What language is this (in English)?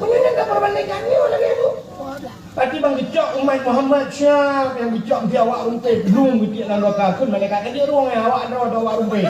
Achinese